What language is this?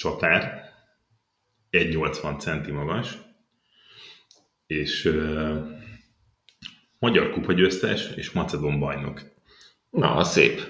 Hungarian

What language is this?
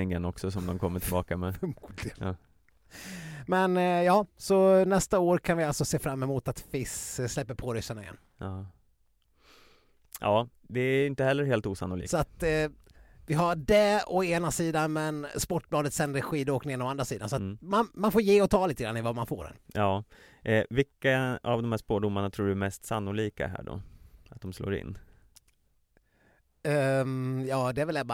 Swedish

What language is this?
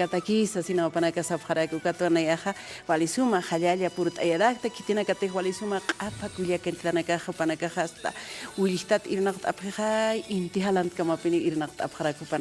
Aymara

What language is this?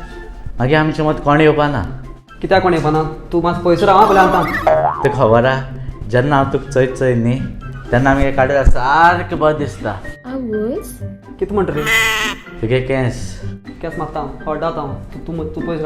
Konkani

